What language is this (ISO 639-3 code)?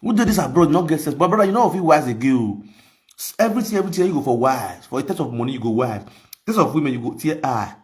pcm